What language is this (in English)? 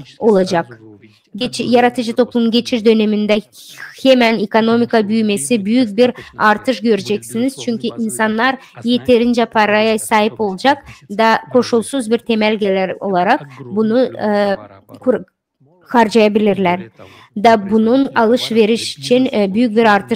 Gagauz